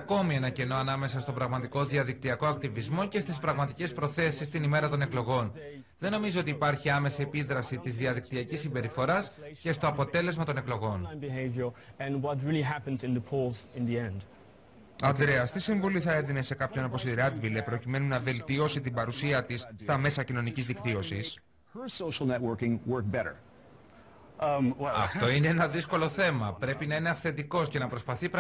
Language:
Greek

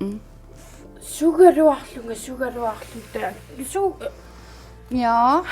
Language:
Kalaallisut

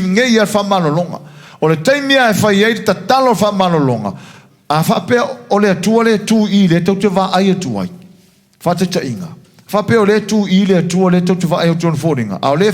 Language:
Samoan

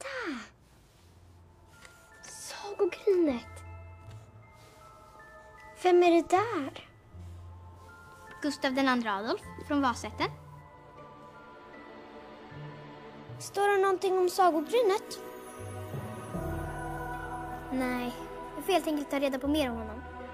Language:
Swedish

